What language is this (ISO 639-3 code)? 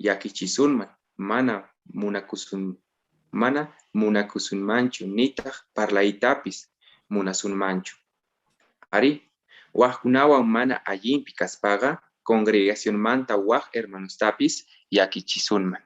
que